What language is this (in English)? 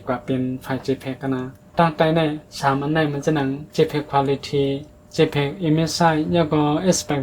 Shan